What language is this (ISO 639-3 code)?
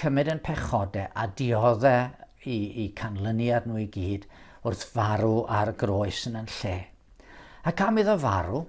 cym